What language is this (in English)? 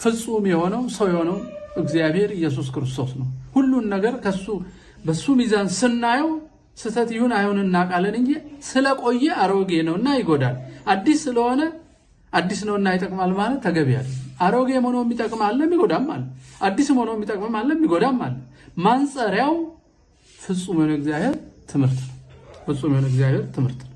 Amharic